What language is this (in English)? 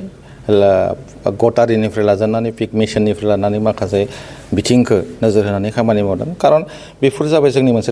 Bodo